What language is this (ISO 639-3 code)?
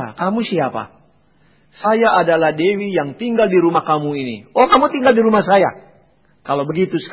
ind